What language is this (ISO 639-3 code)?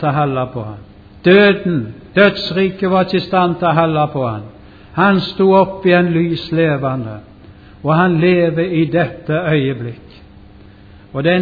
nor